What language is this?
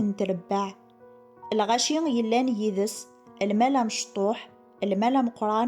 Kabyle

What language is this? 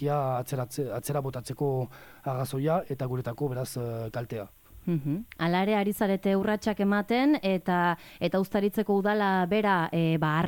Basque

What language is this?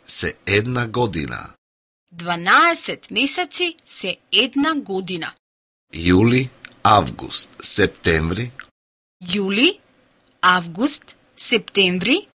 Macedonian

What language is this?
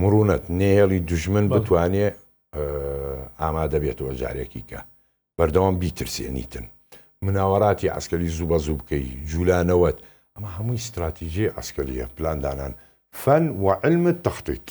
Central Kurdish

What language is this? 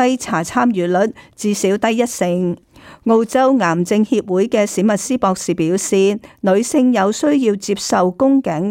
Cantonese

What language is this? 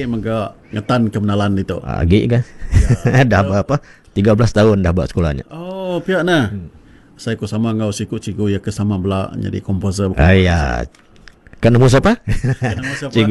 Iban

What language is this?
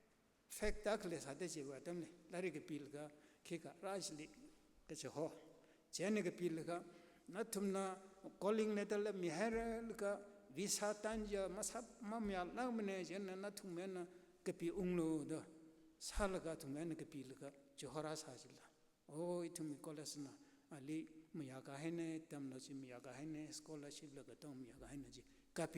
Tangkhul Naga (India)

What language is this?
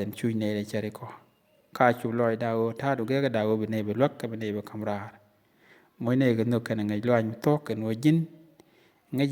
Nuer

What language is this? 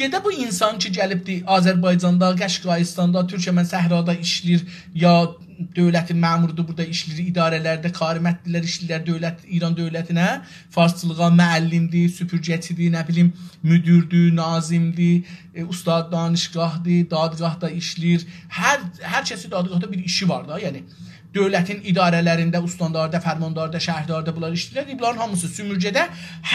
South Azerbaijani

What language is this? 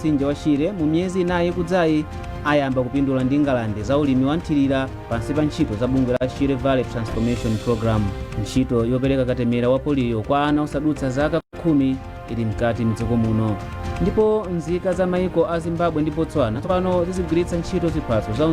Nyanja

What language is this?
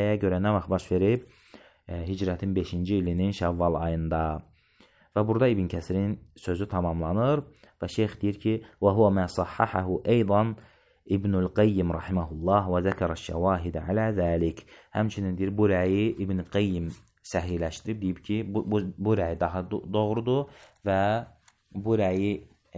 Azerbaijani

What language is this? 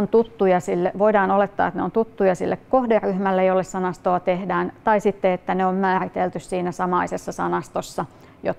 Finnish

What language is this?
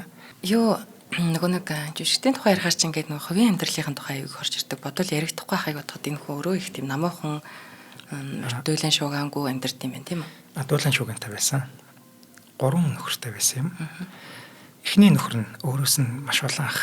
Mongolian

